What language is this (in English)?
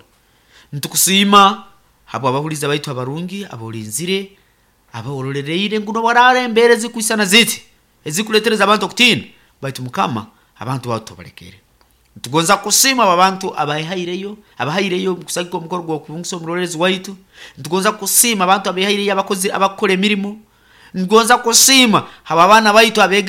Nyoro